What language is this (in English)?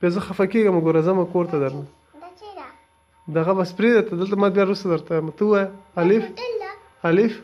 Pashto